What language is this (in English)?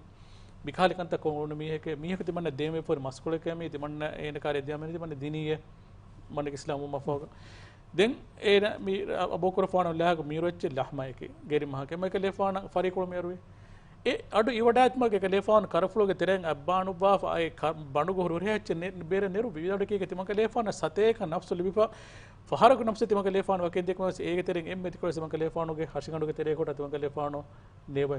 Divehi